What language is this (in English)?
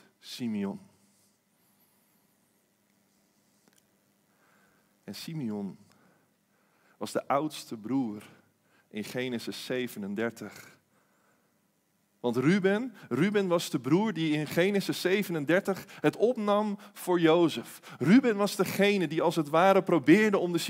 Dutch